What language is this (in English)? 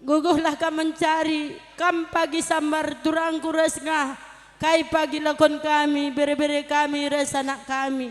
Batak Karo